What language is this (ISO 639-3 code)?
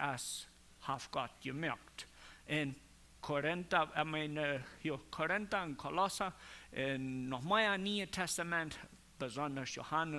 pdt